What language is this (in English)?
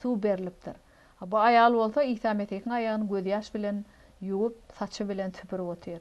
Turkmen